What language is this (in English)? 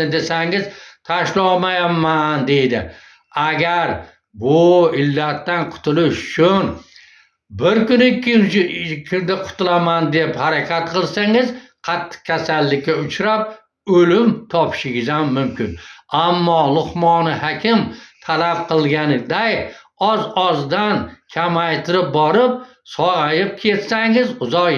Uzbek